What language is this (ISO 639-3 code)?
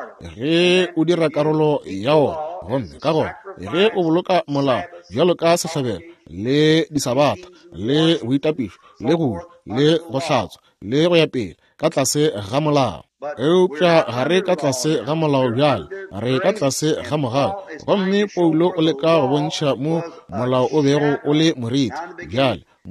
nso